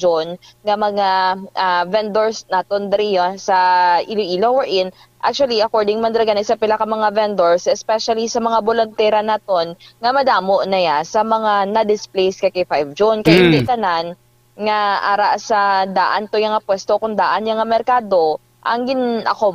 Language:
Hiligaynon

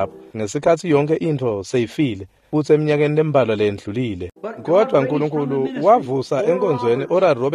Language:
Swati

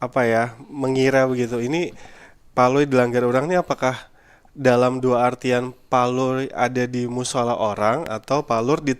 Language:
Banjar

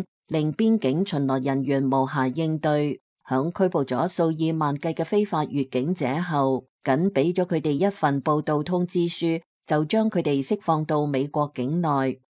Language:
Cantonese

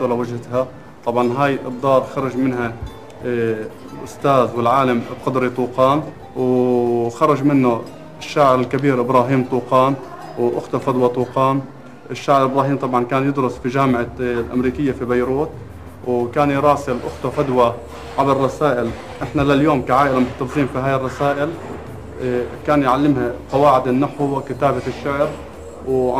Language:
North Levantine Arabic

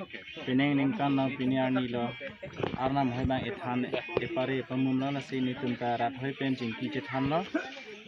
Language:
Karbi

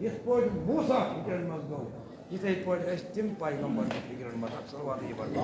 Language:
Kashmiri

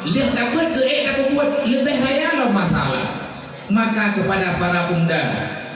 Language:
Achinese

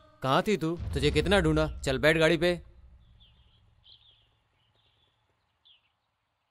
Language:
Hindi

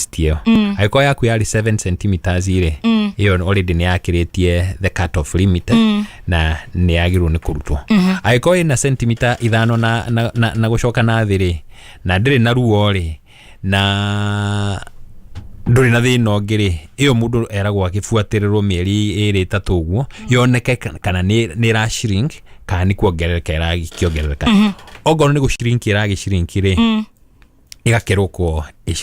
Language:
Kikuyu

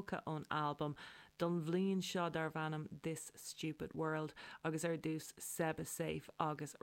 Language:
Irish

